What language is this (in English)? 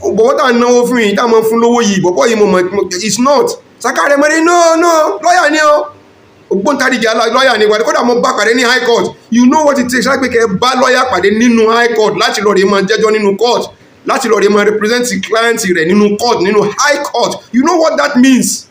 Yoruba